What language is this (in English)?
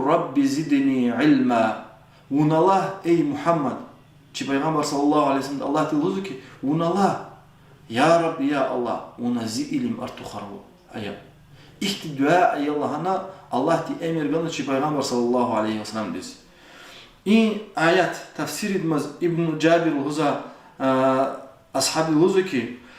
Lezghian